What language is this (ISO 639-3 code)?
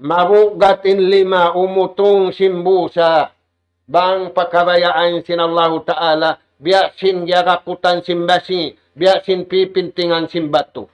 tsg